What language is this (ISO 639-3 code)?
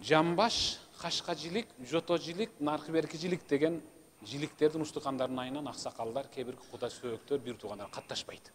kir